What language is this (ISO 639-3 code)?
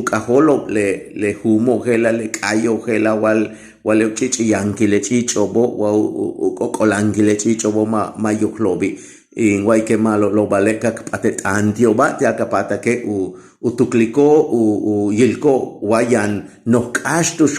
yua